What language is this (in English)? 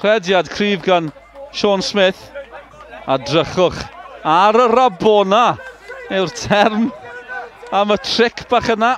Welsh